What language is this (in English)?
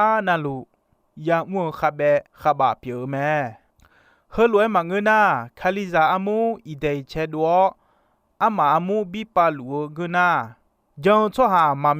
Akha